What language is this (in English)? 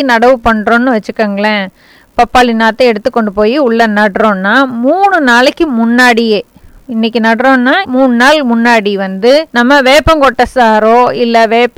Tamil